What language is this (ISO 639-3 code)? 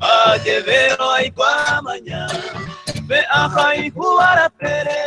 grn